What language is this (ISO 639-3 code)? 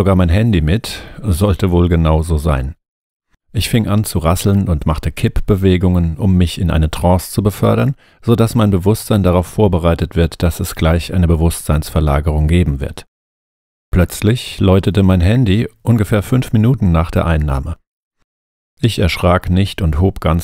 deu